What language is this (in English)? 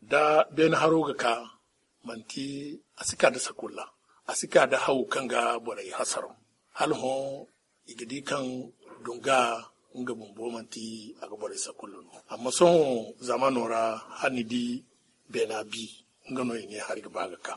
Zarma